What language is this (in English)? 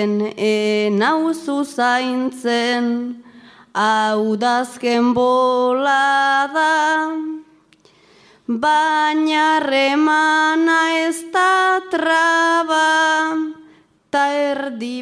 Basque